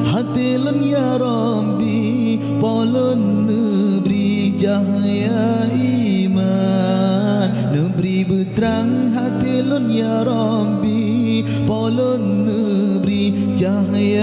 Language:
Achinese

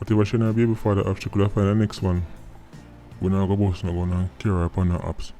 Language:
Jamaican Creole English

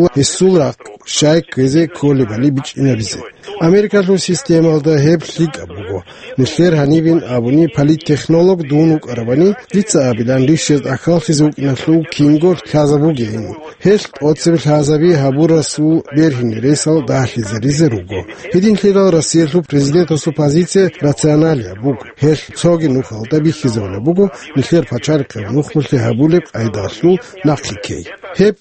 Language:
Avaric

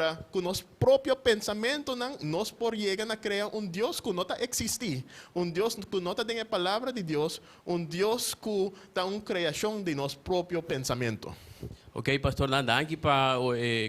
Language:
Papiamento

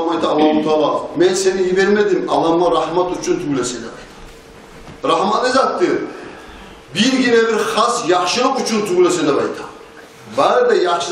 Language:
Kumyk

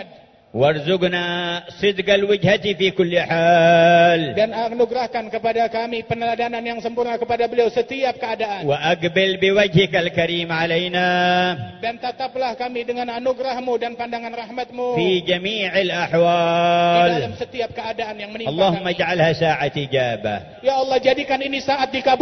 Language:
Indonesian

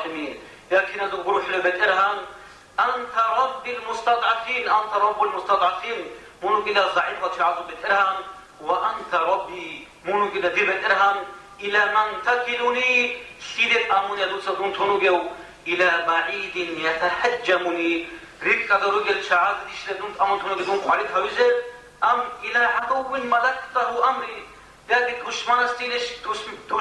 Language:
Avaric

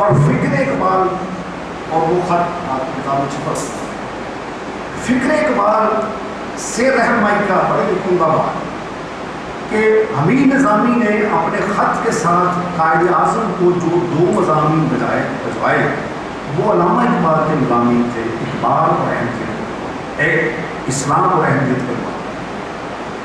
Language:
Urdu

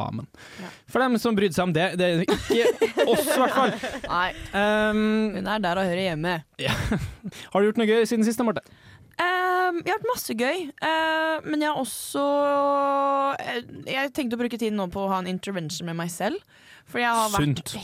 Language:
Norwegian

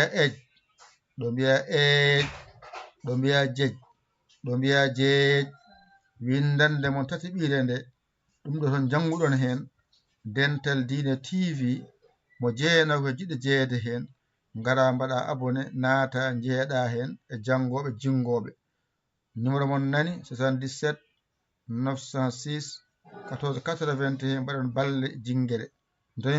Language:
Fula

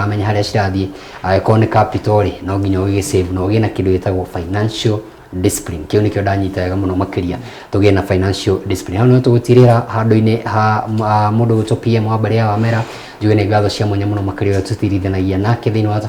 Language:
Kikuyu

